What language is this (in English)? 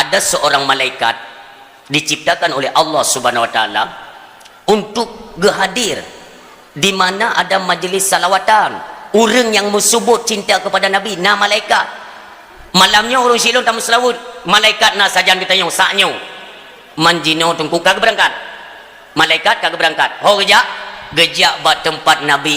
Achinese